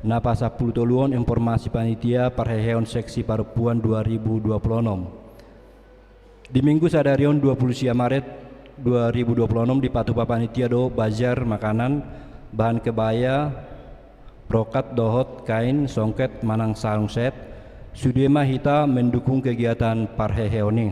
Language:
Batak Toba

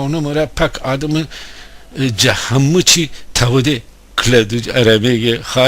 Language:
Gilaki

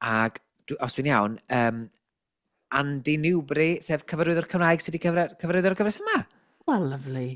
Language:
Welsh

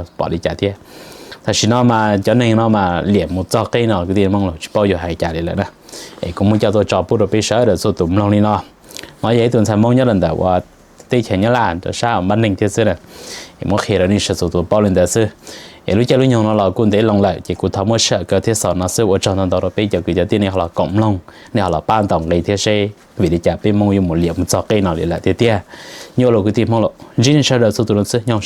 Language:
Hmong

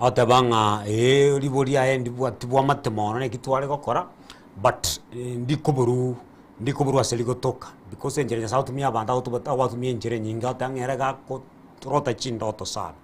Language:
Gusii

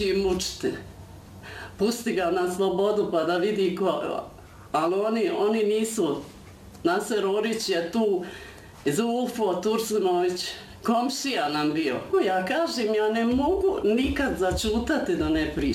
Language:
Bosnian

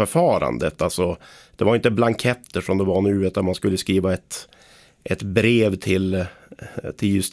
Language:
Swedish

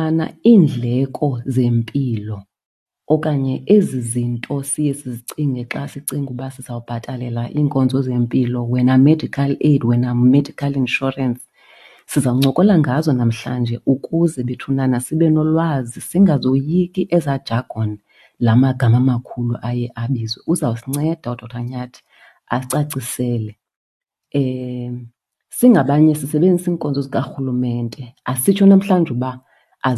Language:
Xhosa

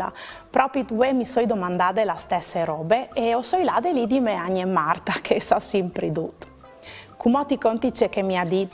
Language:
Friulian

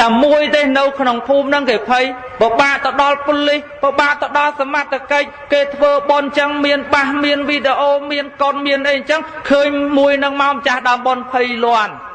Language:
Khmer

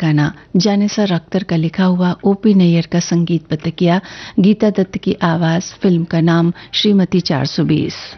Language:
Hindi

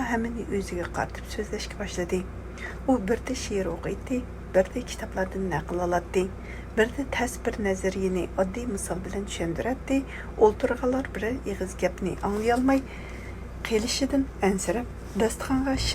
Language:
Uyghur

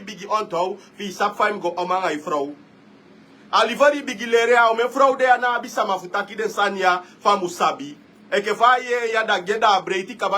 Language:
Sranan Tongo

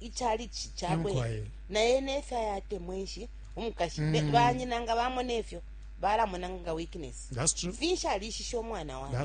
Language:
Bemba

